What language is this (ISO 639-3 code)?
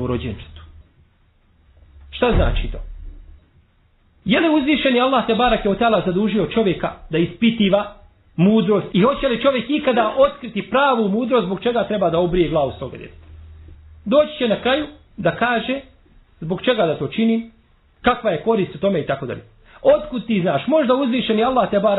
bos